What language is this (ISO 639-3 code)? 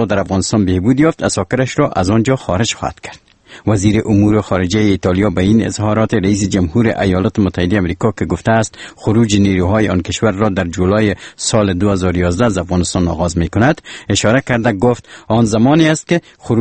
fas